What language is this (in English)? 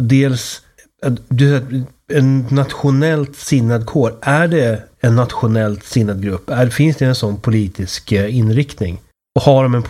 Swedish